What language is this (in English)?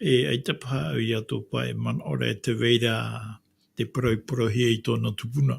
Tahitian